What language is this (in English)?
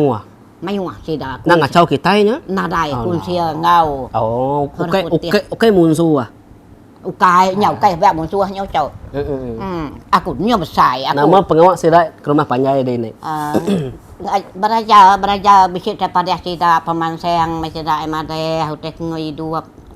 Iban